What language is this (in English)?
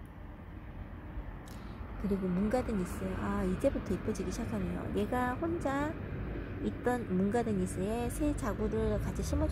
Korean